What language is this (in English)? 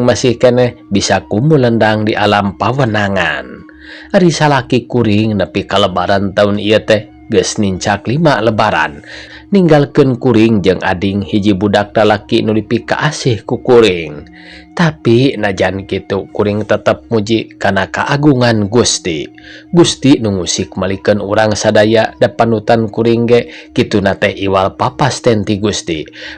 Sundanese